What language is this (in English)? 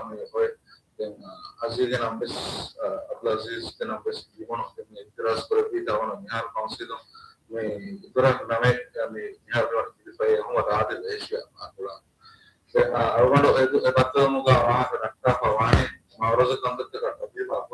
Divehi